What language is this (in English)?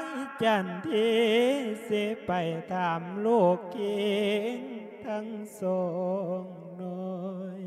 Lao